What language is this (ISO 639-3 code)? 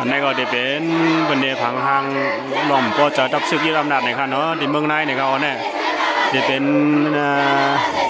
shn